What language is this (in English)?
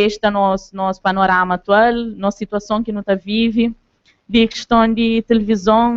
Kabuverdianu